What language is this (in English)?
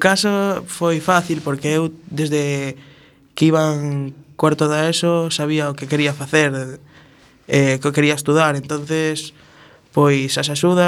Galician